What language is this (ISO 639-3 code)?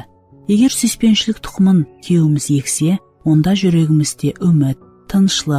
kaa